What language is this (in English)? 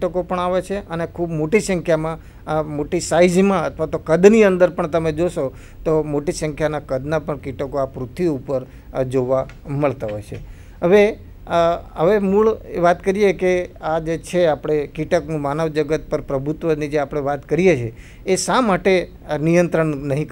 Gujarati